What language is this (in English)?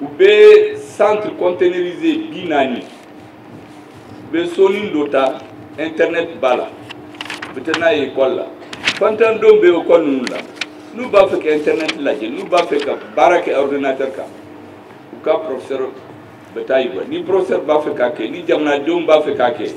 Bambara